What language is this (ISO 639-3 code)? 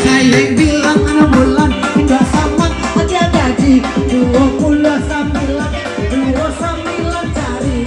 min